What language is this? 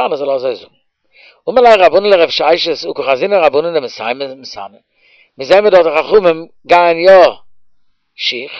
Yiddish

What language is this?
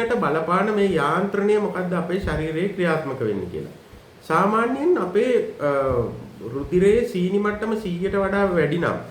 Sinhala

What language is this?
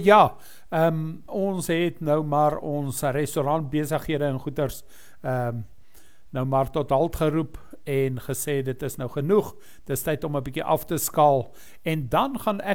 Afrikaans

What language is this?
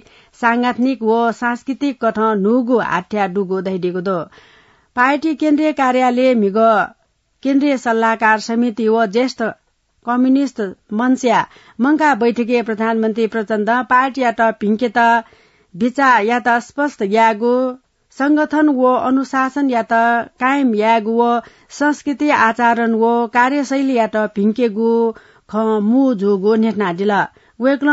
Newari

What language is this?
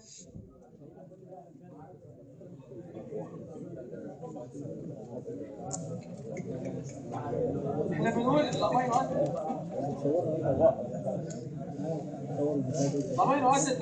Egyptian Arabic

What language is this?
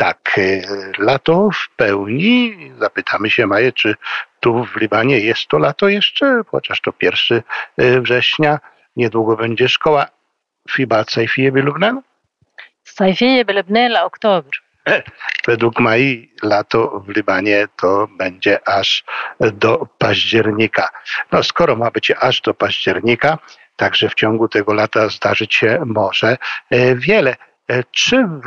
Polish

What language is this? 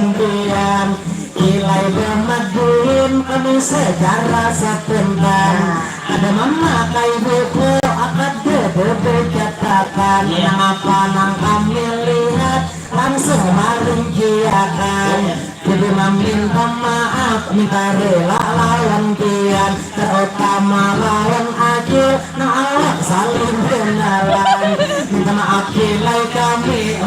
Banjar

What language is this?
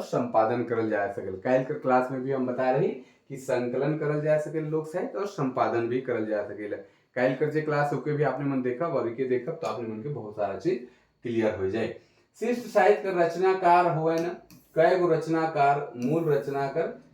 Sadri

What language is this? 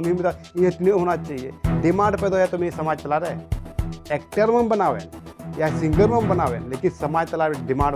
Santali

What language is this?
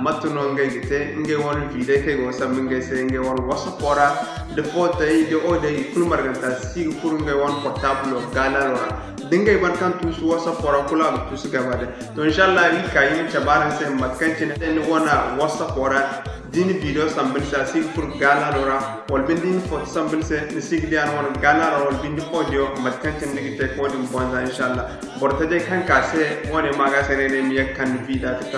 Zarma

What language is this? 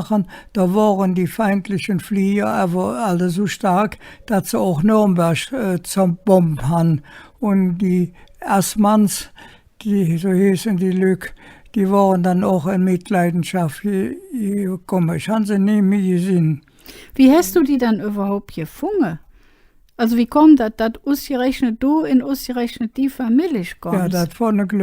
Colognian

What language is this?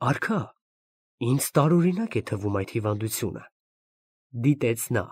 Armenian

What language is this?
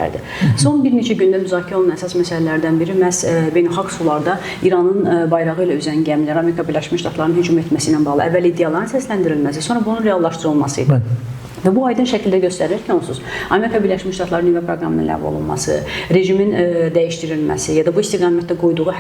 Azerbaijani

